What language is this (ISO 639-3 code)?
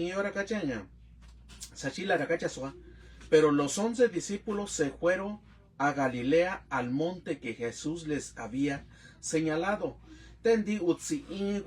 mix